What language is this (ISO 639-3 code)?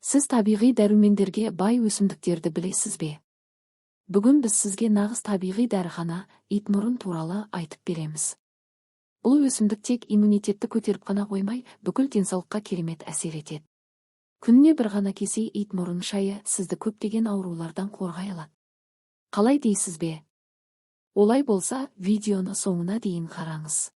kaz